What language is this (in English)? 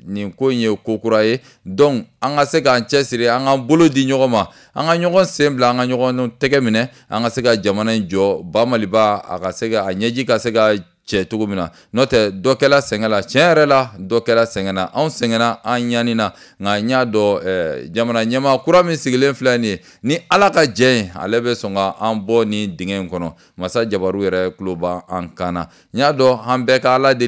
Bambara